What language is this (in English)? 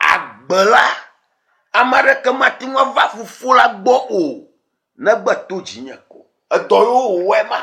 Ewe